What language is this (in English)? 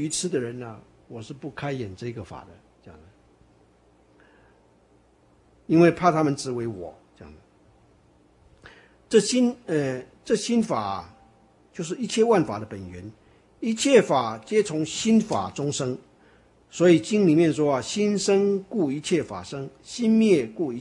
Chinese